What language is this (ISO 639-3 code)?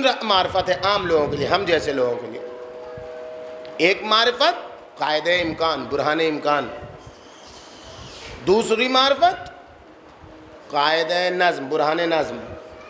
urd